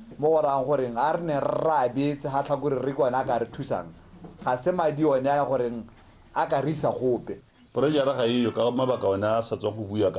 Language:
Tswana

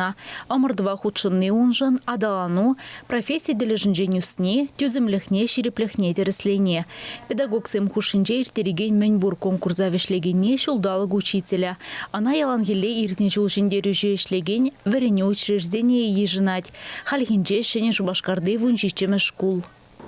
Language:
Chuvash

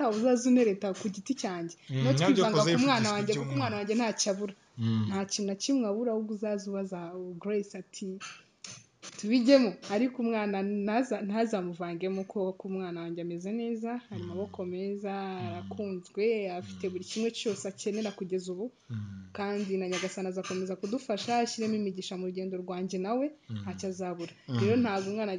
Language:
Kinyarwanda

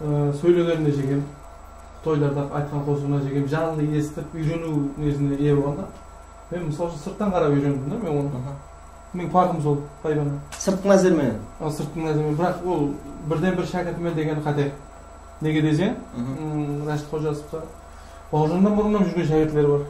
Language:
Kara-Kalpak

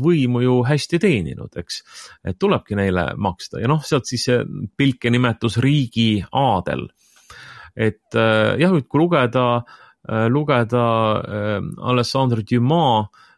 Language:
Estonian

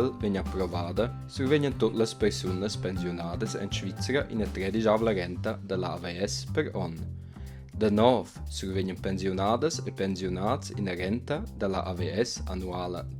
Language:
Romansh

